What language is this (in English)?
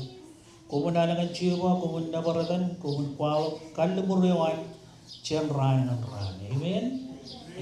Marshallese